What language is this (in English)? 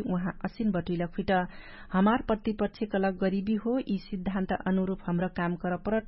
Dangaura Tharu